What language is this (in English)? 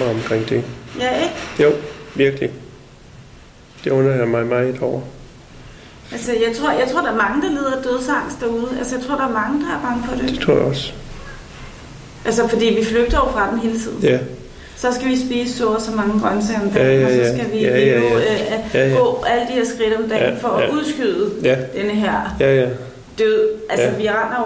Danish